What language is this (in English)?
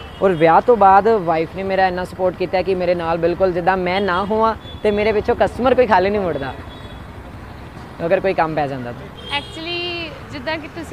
Punjabi